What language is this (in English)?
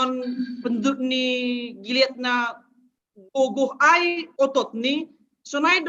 Batak Simalungun